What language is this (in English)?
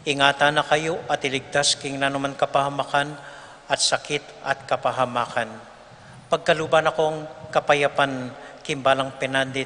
Pampanga